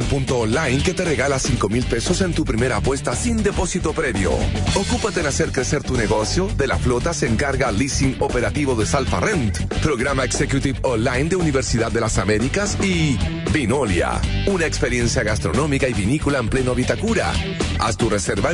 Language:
Spanish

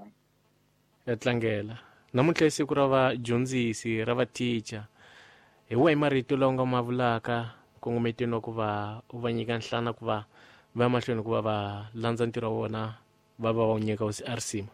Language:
Tsonga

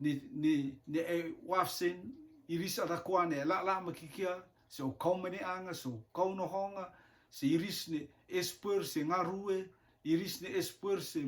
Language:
Rotuman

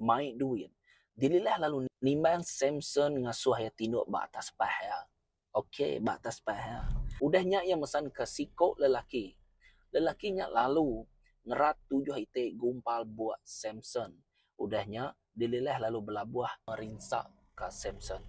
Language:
Iban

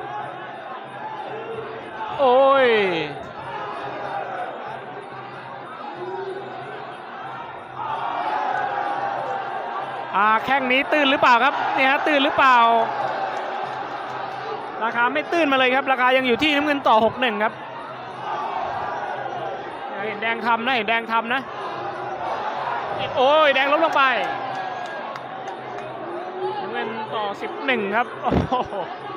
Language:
Thai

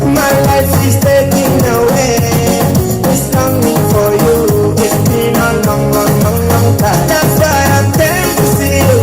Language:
Tongan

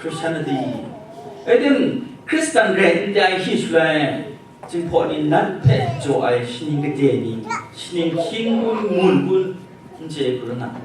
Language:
Kachin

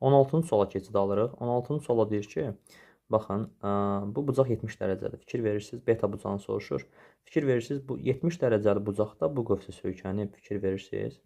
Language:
Azerbaijani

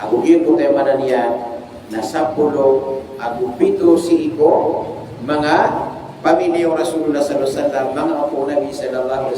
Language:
Maranao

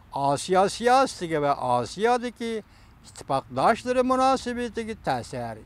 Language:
Uyghur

